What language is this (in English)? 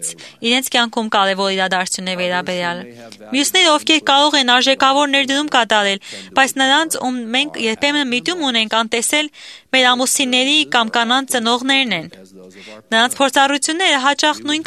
Armenian